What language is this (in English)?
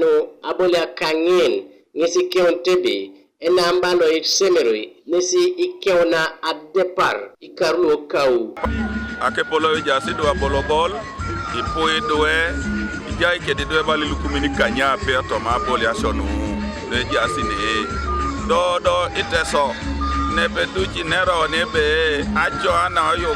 Teso